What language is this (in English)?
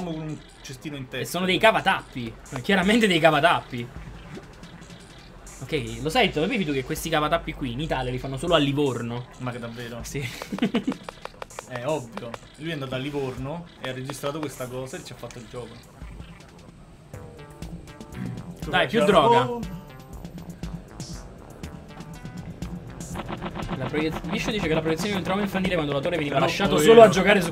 Italian